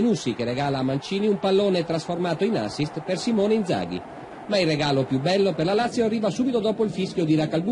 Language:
Italian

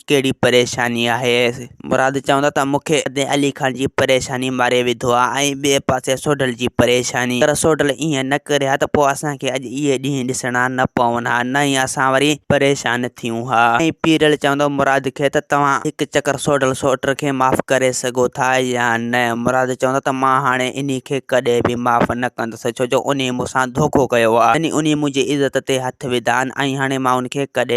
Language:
Sindhi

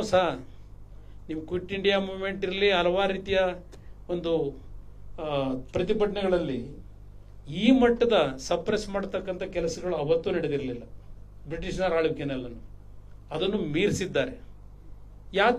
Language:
Kannada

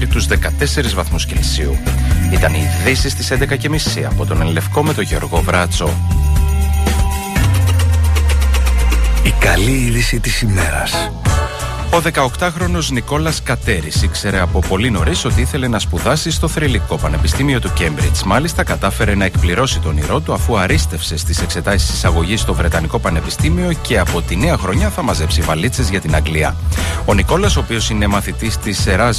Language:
Greek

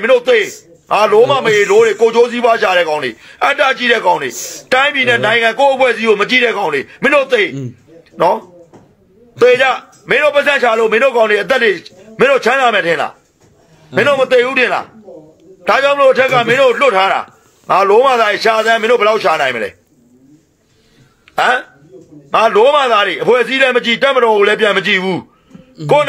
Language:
Burmese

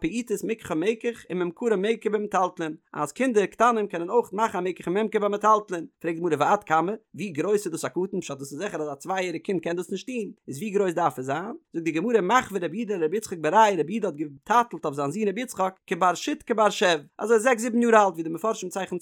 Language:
Yiddish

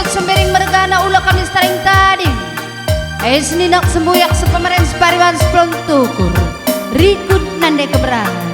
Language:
Batak Karo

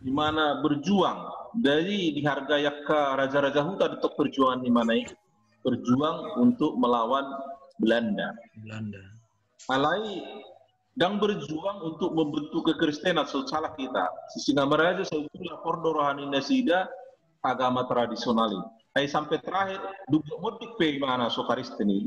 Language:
Batak Toba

